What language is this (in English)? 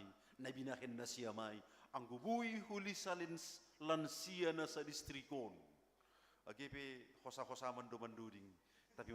Batak Simalungun